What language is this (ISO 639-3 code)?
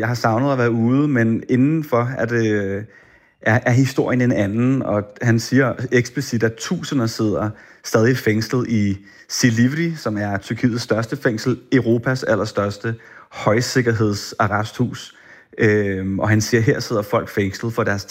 dan